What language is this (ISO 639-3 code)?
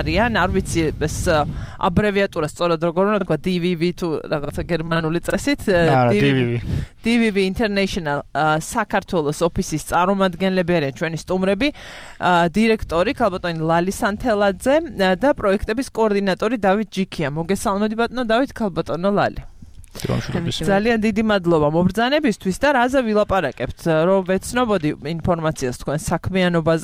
kat